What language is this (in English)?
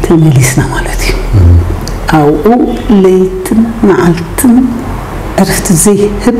Tigrinya